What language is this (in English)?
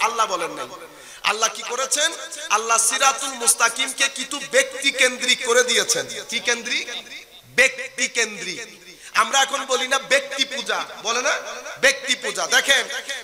Bangla